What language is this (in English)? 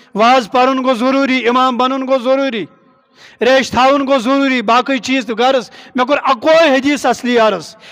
Kashmiri